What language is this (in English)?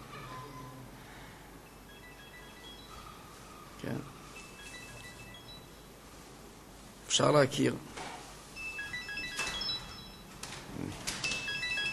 Hebrew